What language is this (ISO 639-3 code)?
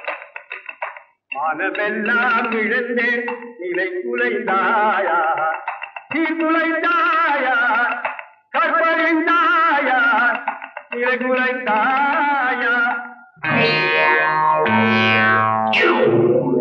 tam